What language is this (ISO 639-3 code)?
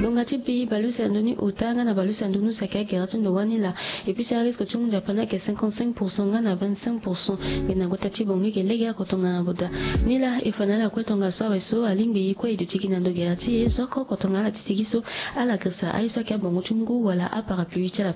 sag